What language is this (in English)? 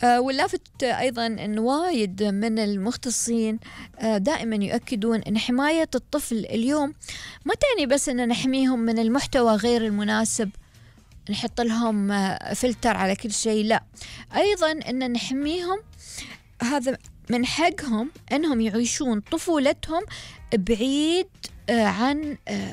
Gulf Arabic